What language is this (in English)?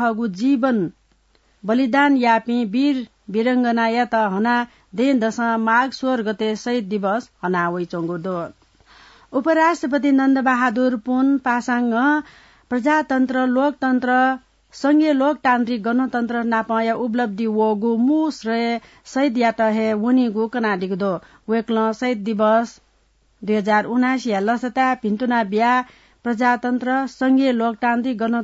Newari